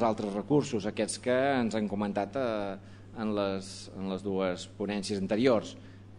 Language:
Catalan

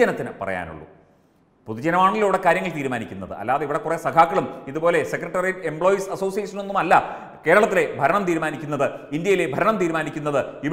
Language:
Malayalam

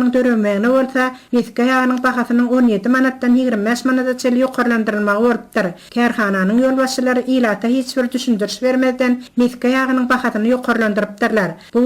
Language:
Turkmen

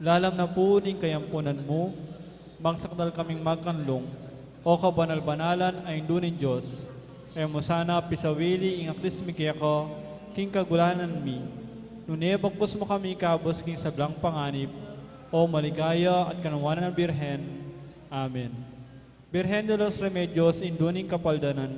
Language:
Pampanga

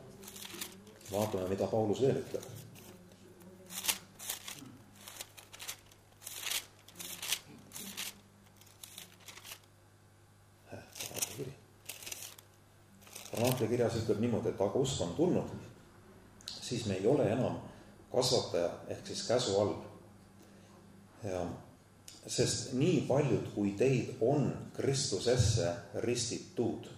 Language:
Estonian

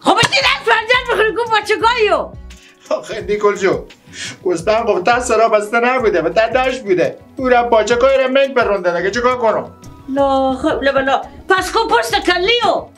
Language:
Persian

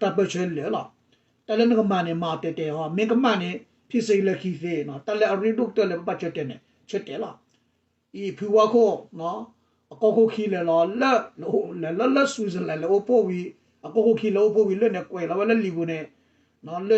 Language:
S'gaw Karen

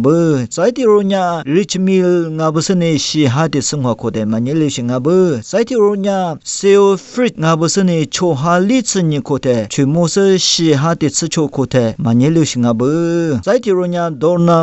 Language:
Lisu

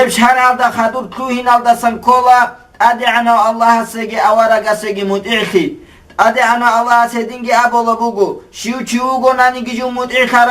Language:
Avaric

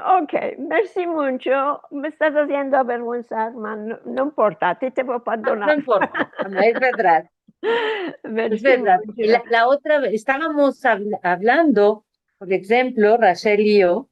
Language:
Ladino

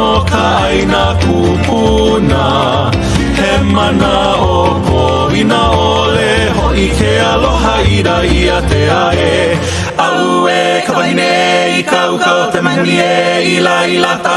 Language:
Hawaiian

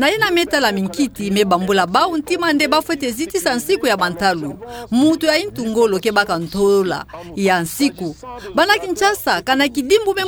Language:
Kituba (Democratic Republic of Congo)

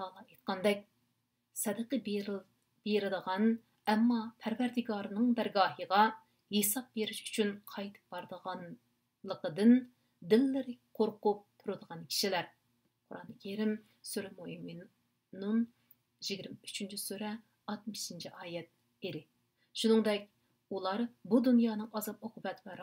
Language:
Uyghur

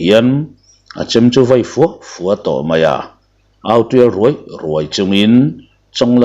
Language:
Mizo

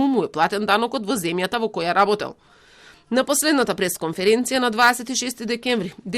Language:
Macedonian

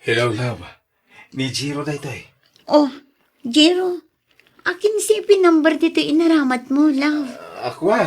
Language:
Iloko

